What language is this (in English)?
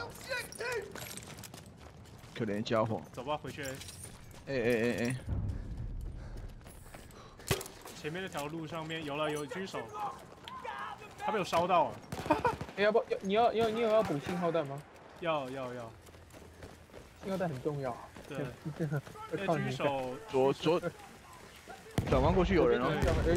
Chinese